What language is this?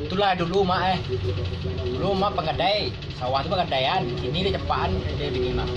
Minangkabau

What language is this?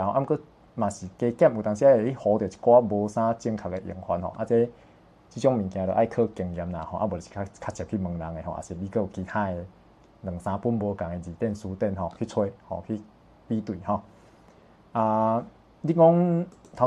Min Nan Chinese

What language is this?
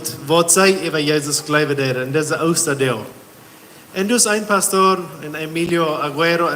Plautdietsch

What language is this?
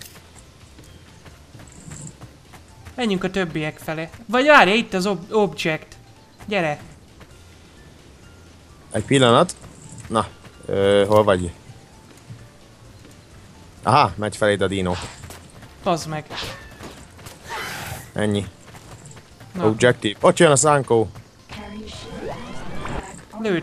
Hungarian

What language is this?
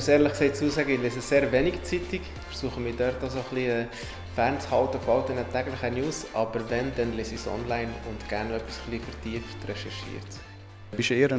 Swiss German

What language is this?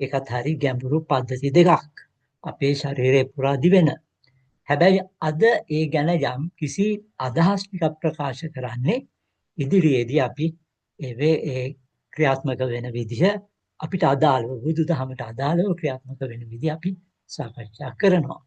Sinhala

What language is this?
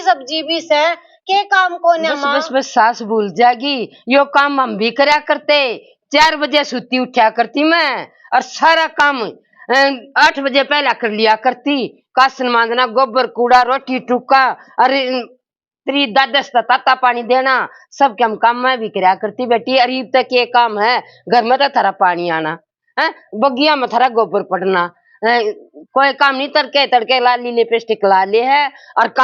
Haryanvi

